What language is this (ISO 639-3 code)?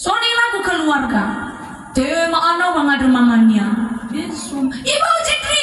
nia